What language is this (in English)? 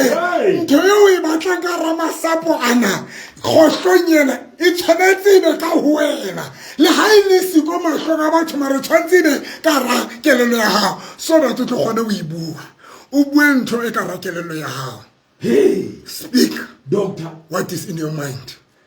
Southern Sotho